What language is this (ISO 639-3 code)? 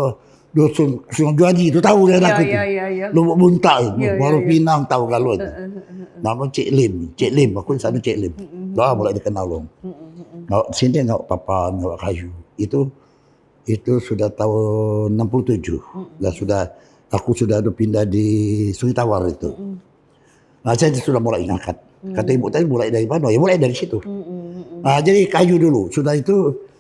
mui